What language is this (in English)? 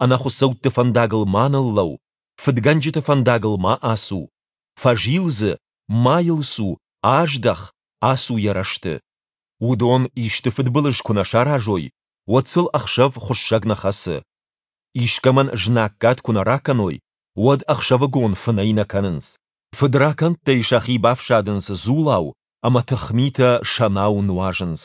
Ossetic